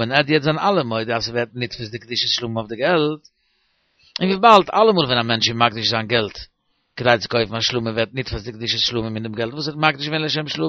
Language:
Yiddish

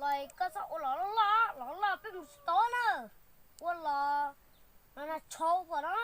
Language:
Hmong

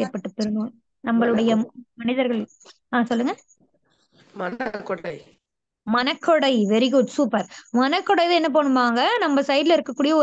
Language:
Tamil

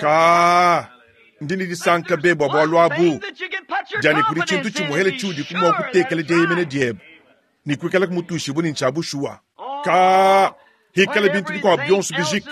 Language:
Luba-Lulua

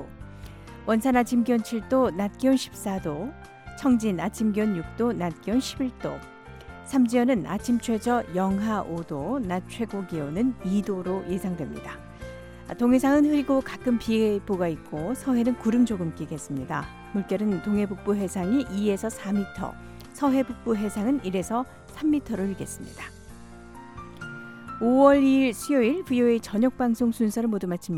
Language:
Korean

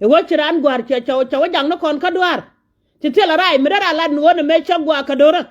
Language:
Nuer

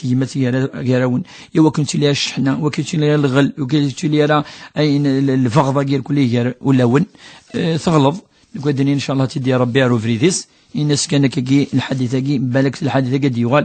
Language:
Kabyle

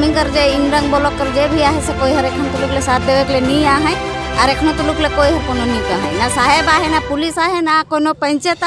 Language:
Sadri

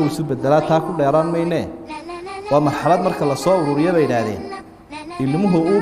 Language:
Somali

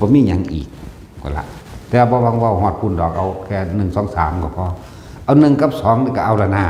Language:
Northeastern Thai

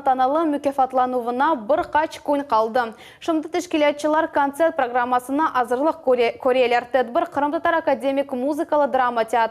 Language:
Crimean Tatar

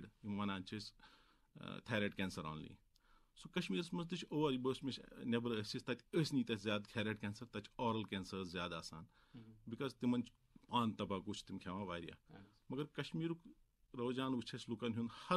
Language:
Kashmiri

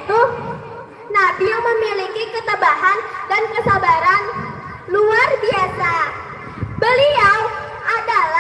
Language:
Banjar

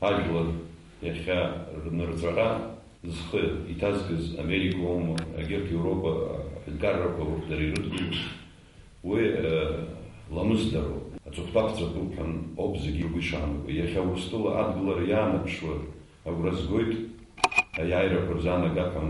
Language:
Abkhazian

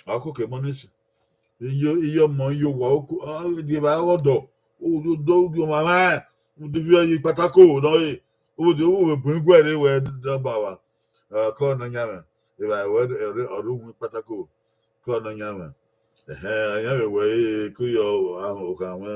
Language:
Bini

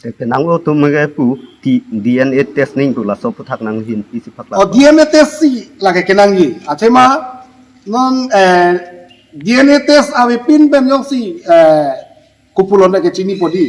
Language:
Karbi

